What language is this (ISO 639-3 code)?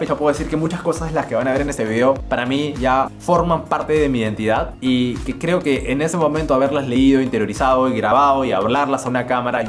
spa